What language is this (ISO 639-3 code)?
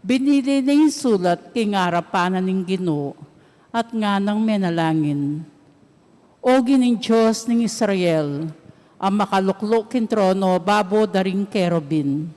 pam